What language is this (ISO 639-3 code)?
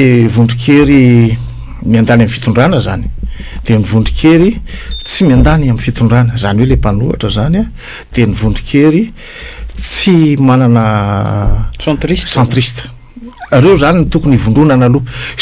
mlg